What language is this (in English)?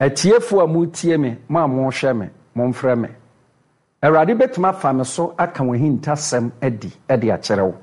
Akan